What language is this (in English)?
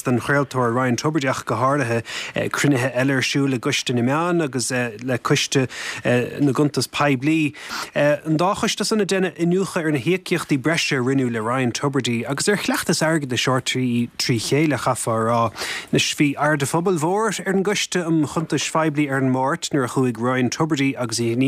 Irish